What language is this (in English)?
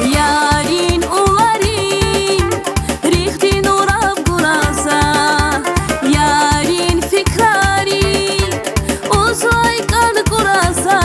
Tabassaran